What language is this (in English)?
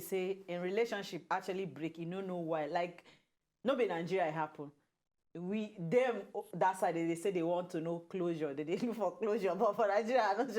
Nigerian Pidgin